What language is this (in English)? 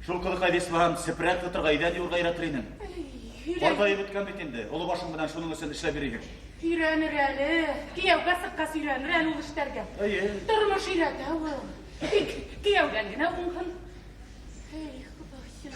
Bashkir